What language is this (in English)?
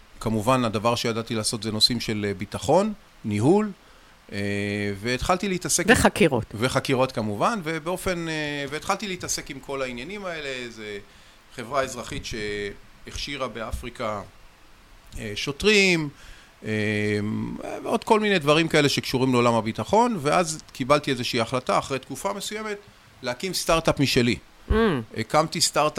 Hebrew